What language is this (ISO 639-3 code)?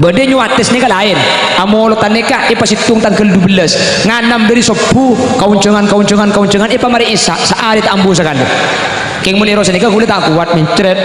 mad